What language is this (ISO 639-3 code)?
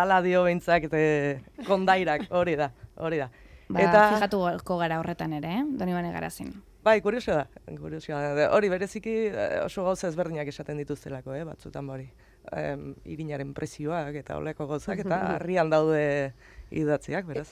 eus